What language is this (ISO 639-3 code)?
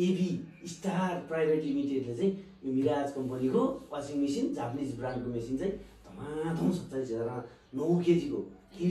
nep